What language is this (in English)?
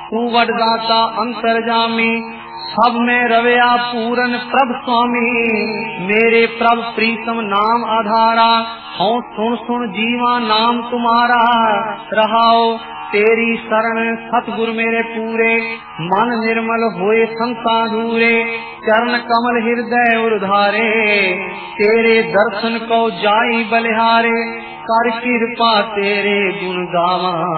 Punjabi